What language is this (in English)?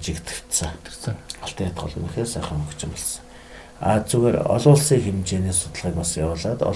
Mongolian